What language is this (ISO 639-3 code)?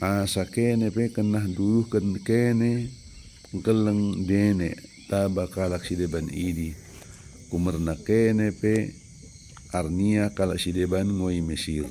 btd